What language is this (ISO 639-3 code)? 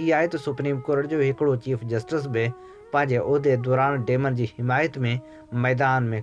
snd